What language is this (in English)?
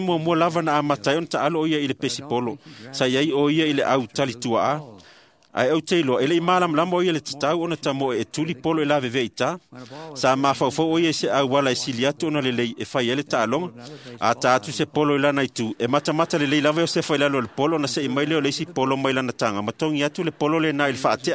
Samoan